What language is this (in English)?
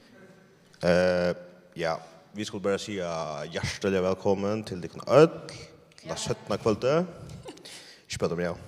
Faroese